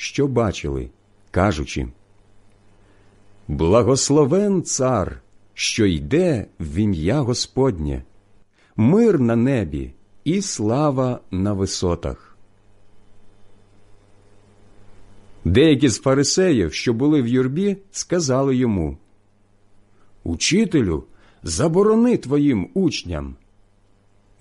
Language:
Ukrainian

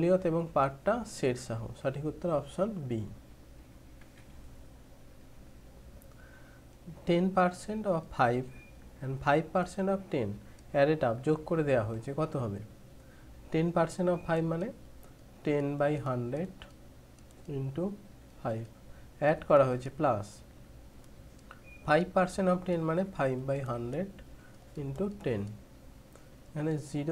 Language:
Bangla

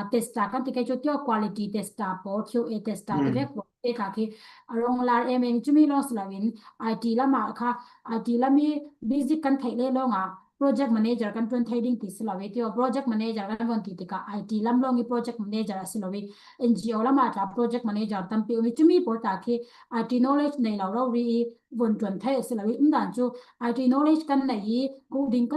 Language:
Falam Chin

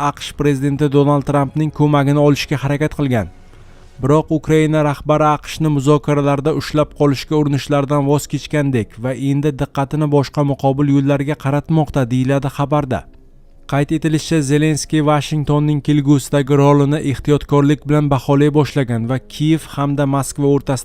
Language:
Uzbek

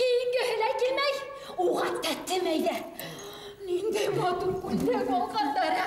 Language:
Bashkir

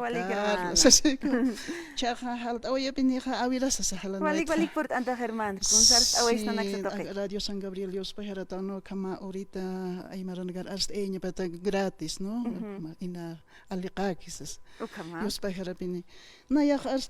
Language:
Aymara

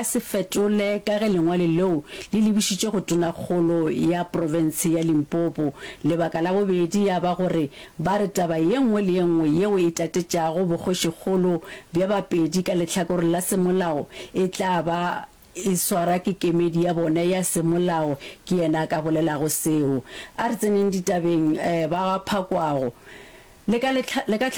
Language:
Northern Sotho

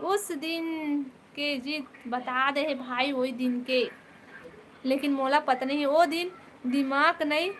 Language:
Chhattisgarhi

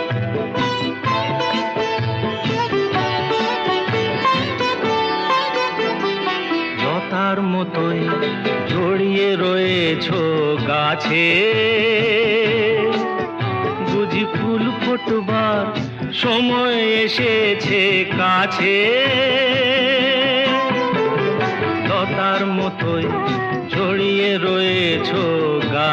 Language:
Bangla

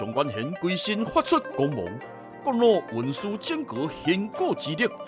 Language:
Min Nan Chinese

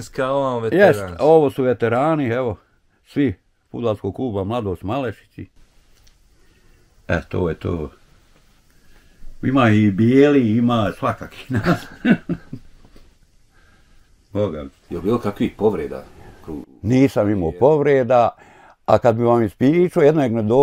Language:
Bosnian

